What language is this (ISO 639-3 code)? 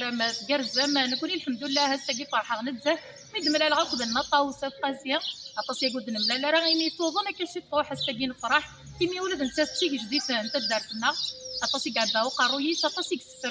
kab